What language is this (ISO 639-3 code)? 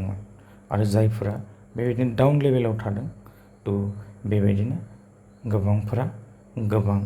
brx